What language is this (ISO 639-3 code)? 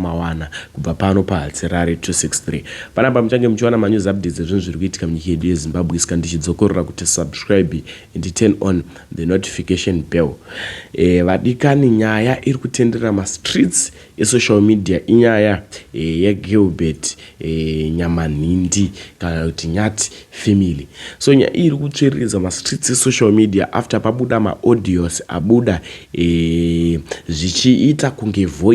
sna